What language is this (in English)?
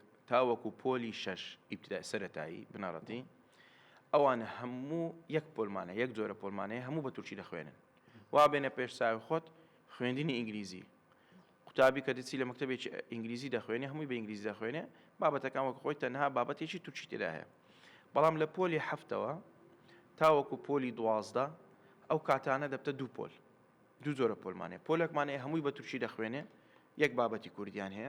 Central Kurdish